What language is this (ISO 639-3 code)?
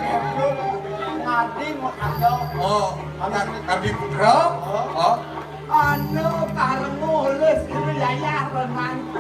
ban